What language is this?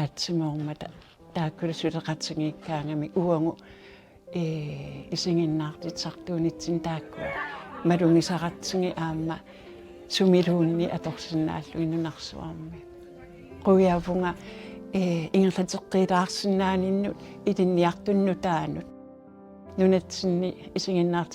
Kalaallisut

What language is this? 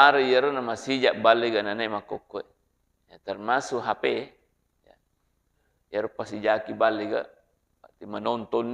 Buginese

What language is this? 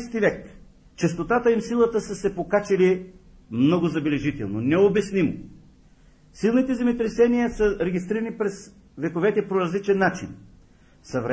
Bulgarian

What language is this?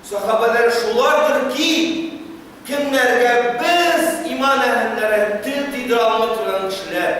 Tatar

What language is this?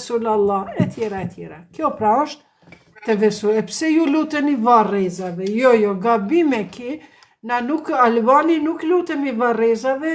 Albanian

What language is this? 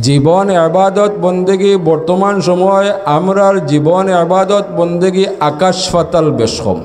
Sylheti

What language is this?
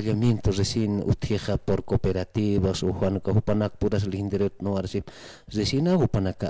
Aymara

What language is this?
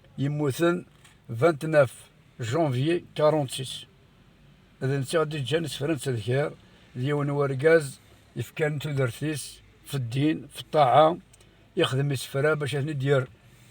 Kabyle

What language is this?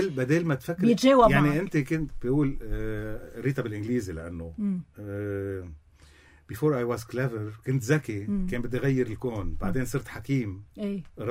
North Levantine Arabic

